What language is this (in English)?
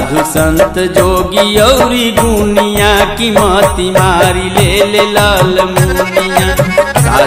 Bhojpuri